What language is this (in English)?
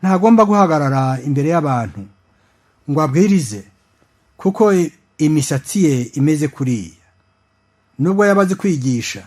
Kinyarwanda